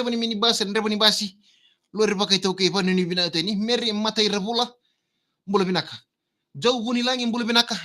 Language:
Fijian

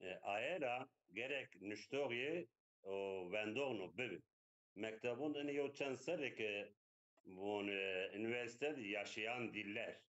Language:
Zaza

